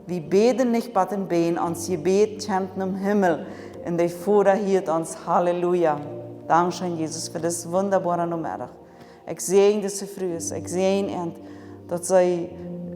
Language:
Plautdietsch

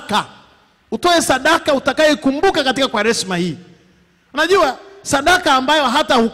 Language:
Swahili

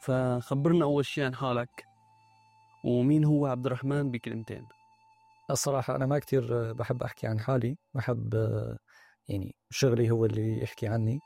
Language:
North Levantine Arabic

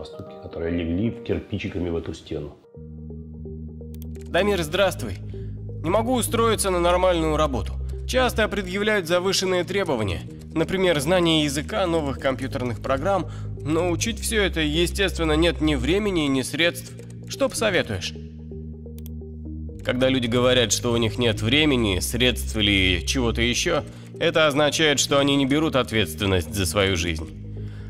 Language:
Russian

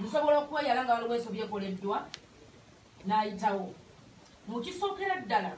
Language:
Ganda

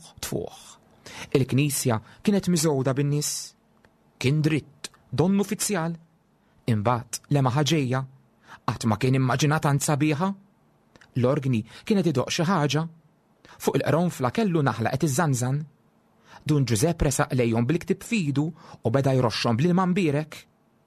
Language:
Maltese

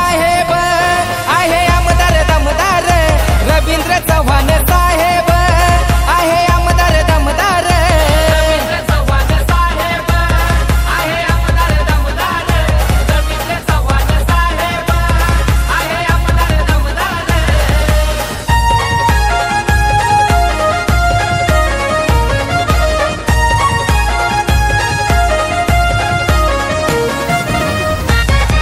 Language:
Marathi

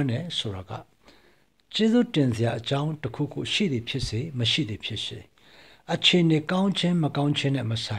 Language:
Burmese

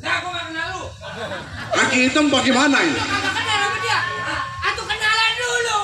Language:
Betawi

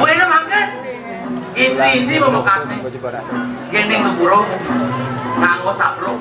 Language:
Balinese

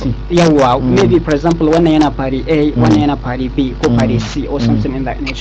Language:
Hausa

